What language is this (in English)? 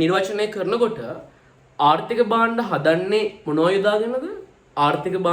Sinhala